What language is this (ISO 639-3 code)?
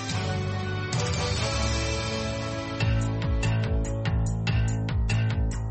mya